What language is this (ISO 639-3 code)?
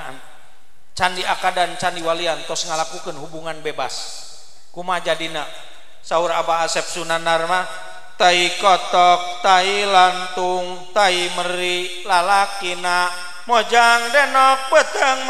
sun